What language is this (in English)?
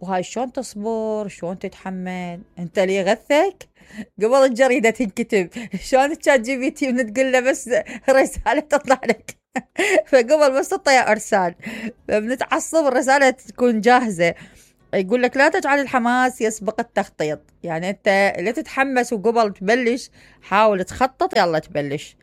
Mesopotamian Arabic